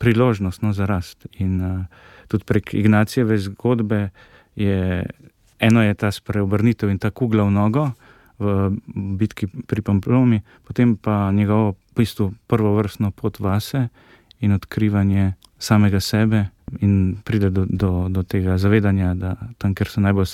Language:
Slovenian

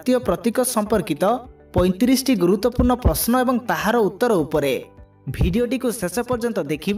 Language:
Odia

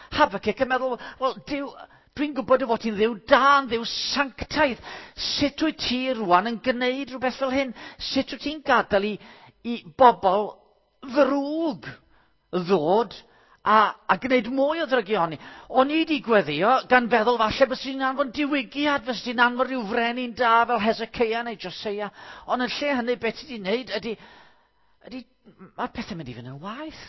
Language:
Welsh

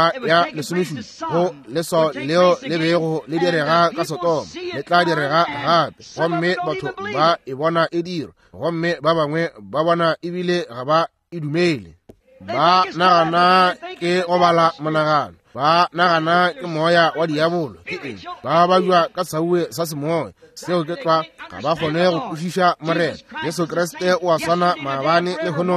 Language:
Northern Sotho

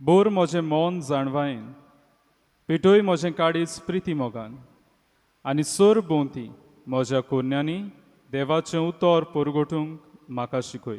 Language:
Konkani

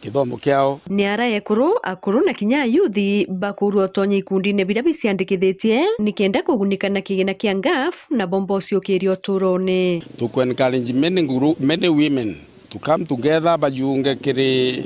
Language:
Meru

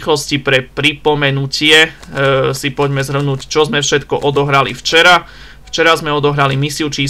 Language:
Slovak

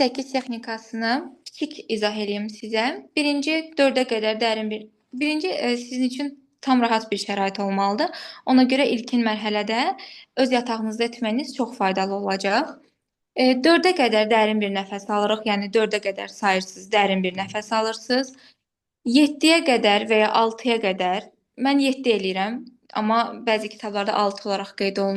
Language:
Azerbaijani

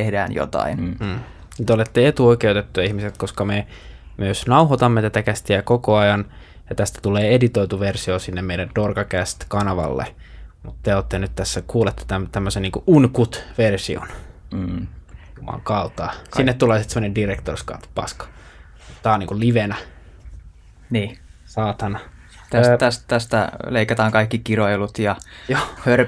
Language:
Finnish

